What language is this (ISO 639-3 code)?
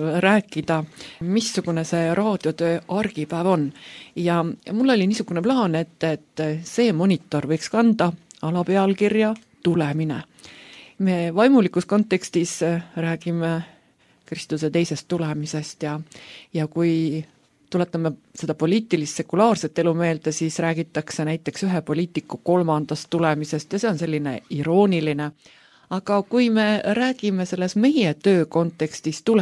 est